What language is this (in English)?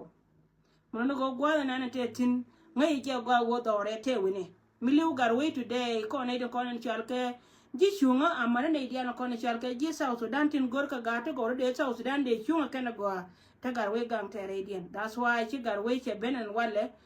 Nuer